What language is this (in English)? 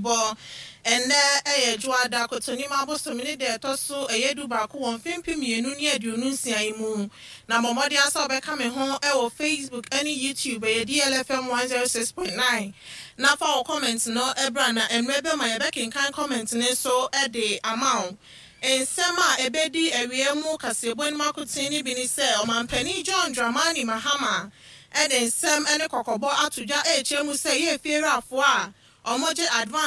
Akan